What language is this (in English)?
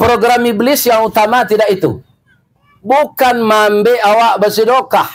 Minangkabau